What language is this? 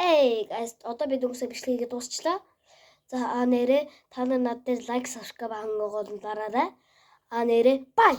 Mongolian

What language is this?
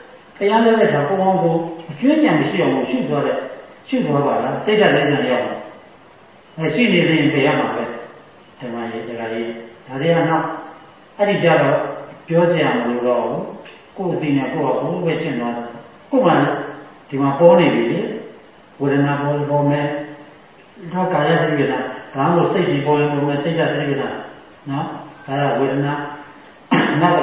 Burmese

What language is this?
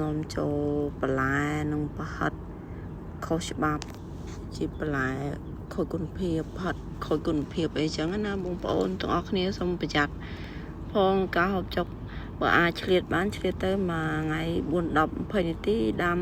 Khmer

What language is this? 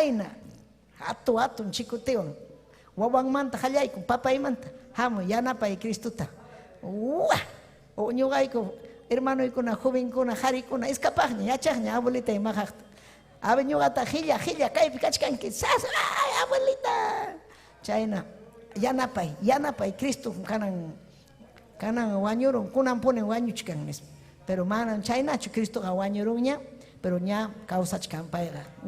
Ayacucho Quechua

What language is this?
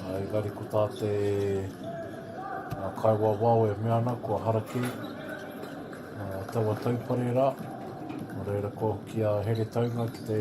Māori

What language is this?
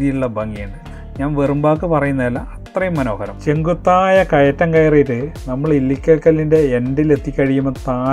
Malayalam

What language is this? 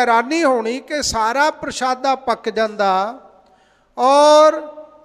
Punjabi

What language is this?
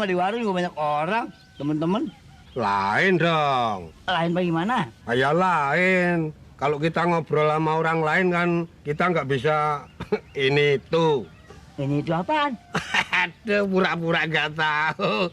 Betawi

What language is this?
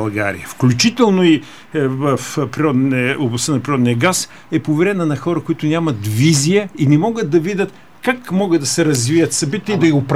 Bulgarian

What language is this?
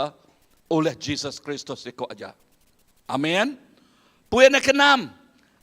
Iban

